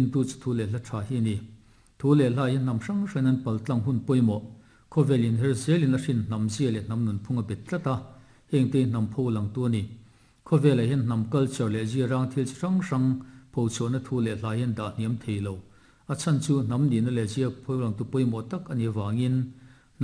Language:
Mizo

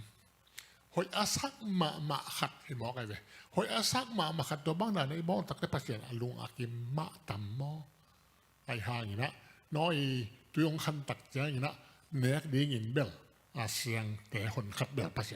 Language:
Tedim Chin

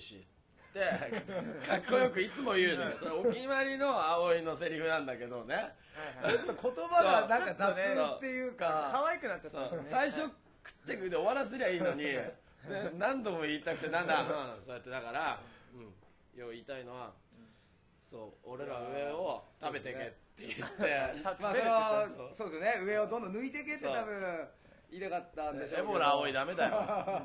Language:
Japanese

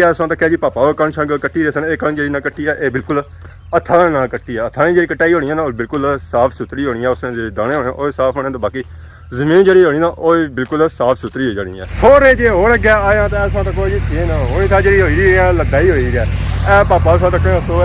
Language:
Pahari-Potwari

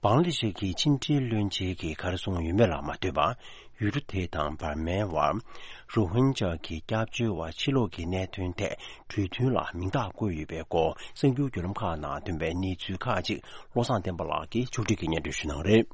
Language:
Tibetan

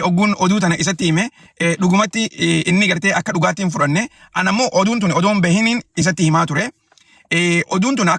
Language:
Oromo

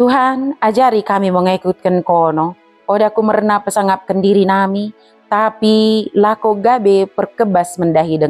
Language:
Batak Dairi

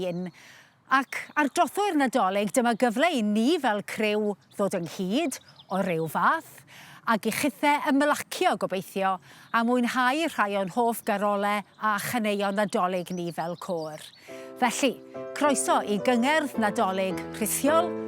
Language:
Welsh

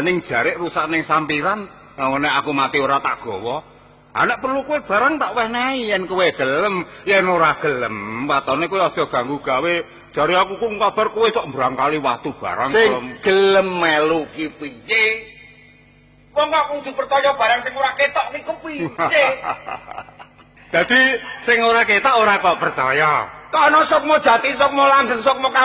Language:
Javanese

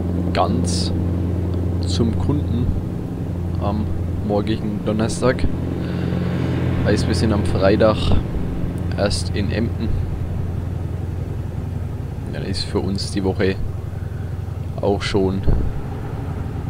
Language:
German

